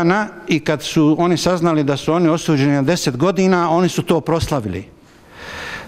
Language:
Bosnian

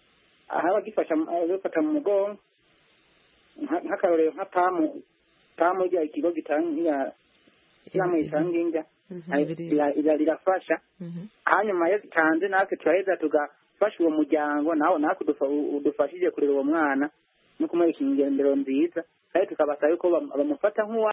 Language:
Kinyarwanda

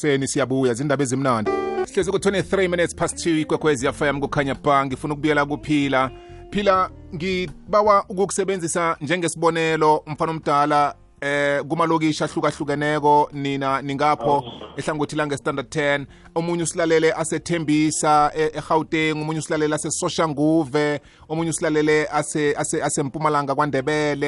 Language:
South Ndebele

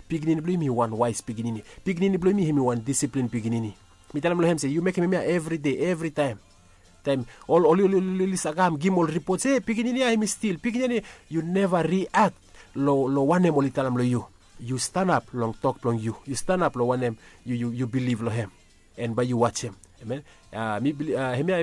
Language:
Bislama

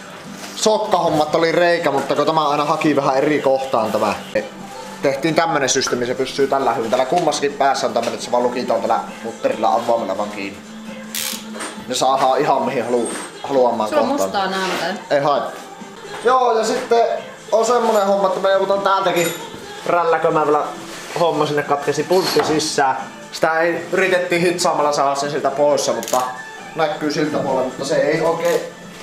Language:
Finnish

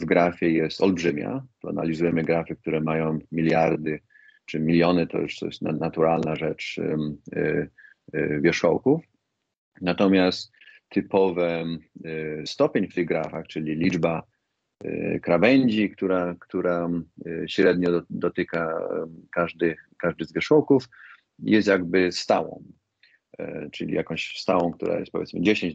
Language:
Polish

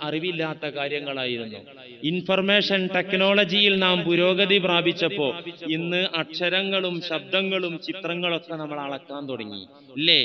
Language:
Malayalam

